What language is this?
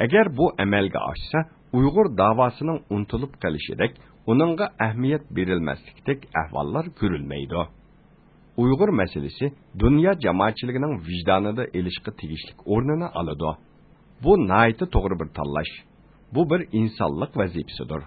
Uyghur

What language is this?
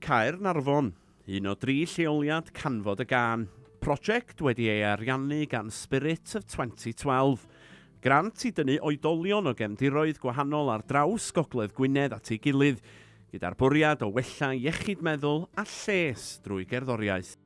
Welsh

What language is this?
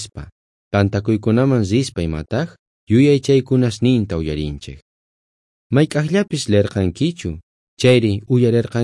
South Bolivian Quechua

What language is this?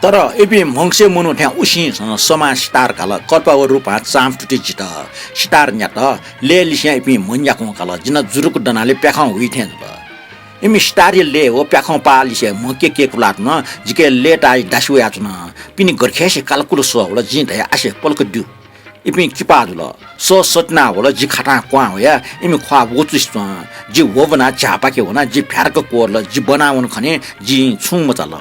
Newari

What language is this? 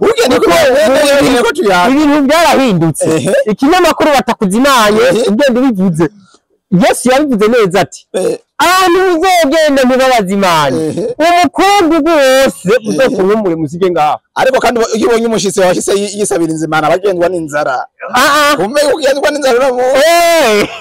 Rundi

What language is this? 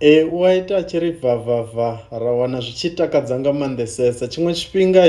Venda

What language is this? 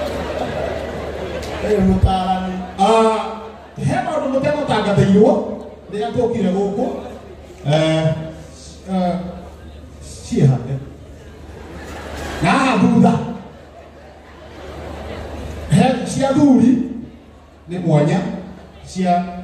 Kikuyu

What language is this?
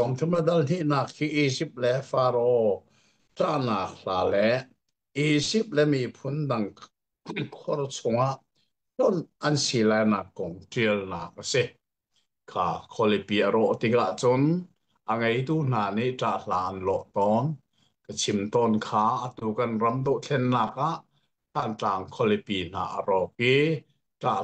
Hakha Chin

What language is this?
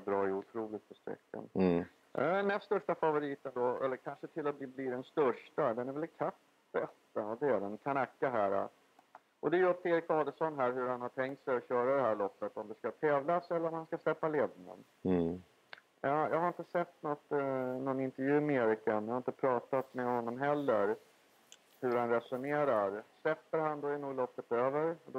Swedish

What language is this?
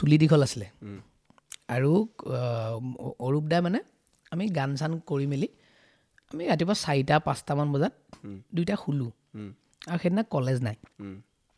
Assamese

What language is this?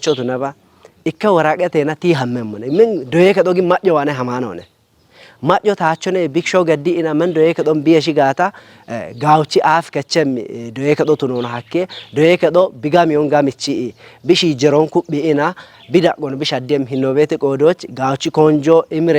Kafa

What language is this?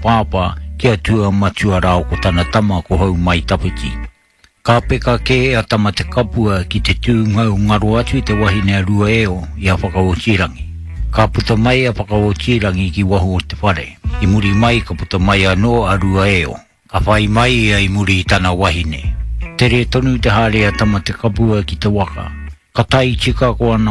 Māori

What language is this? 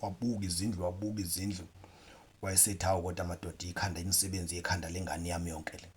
Zulu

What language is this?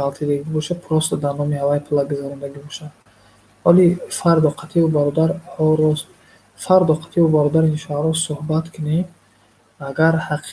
Tajik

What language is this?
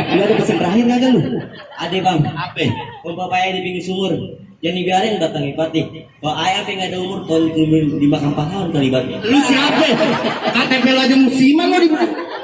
Betawi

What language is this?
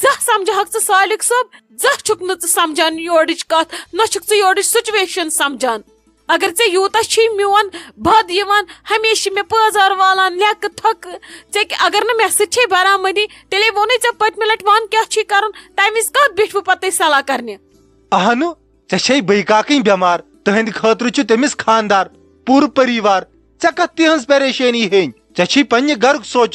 Kashmiri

